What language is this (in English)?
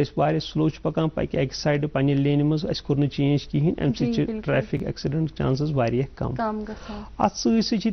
Kashmiri